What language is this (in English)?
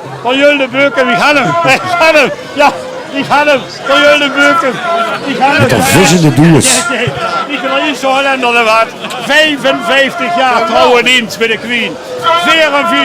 Limburgish